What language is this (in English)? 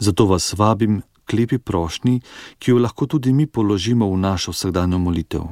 Slovenian